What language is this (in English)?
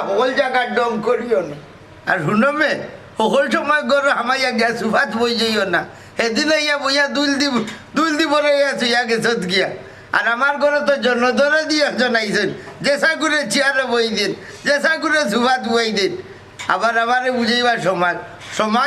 Sylheti